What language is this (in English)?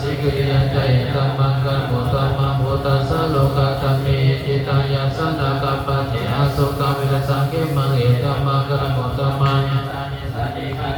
Pali